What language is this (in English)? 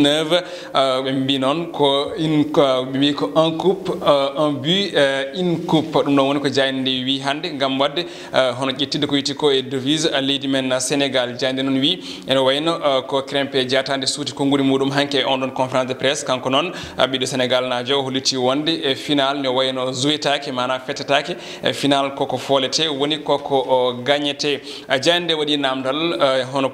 Fula